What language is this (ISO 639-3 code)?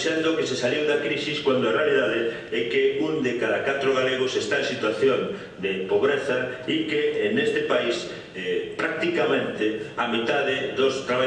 glg